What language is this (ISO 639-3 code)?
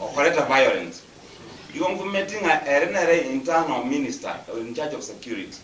guz